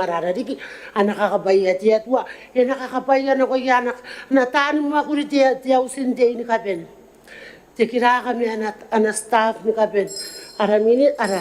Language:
Gilbertese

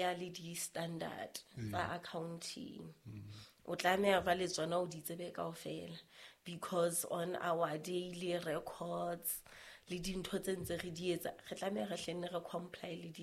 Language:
Southern Sotho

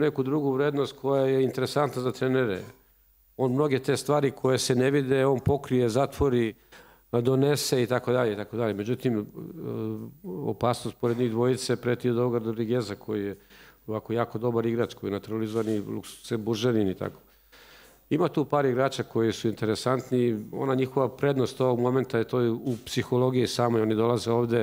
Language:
Serbian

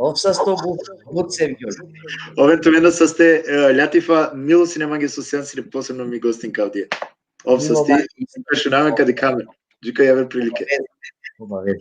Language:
Balkan Romani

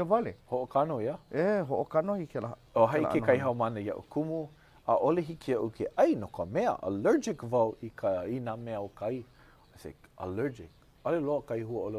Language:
Hawaiian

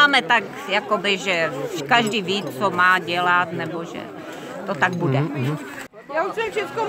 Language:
Czech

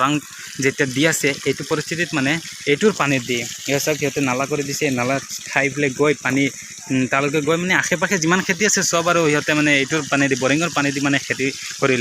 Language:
Assamese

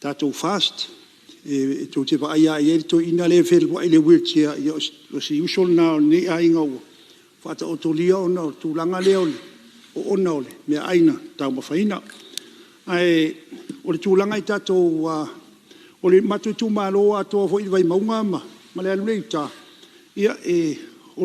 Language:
Samoan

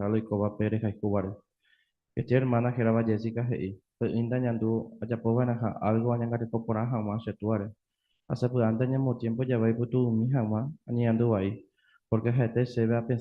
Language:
Guarani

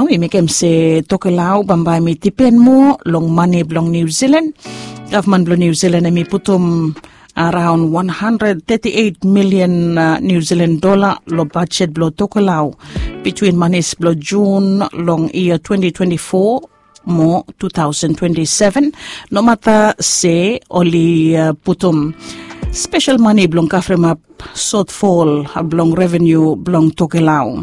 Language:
Bislama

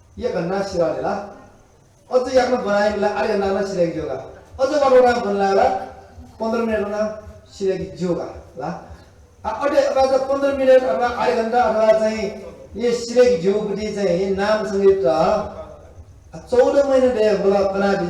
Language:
Newari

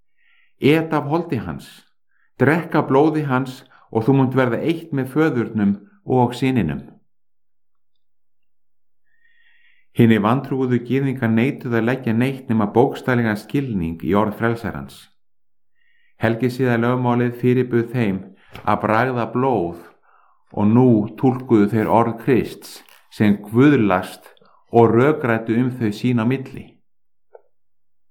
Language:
Icelandic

